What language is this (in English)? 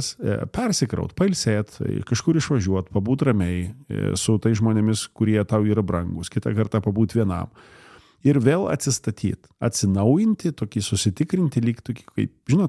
Lithuanian